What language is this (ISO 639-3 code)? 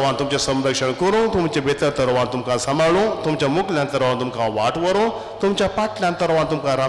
kok